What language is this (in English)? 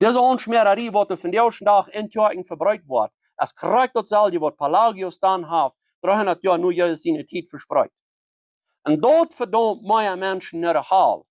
Plautdietsch